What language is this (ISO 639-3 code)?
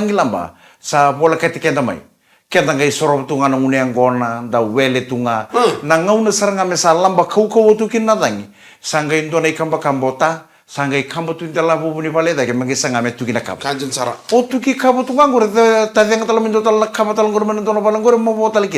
fij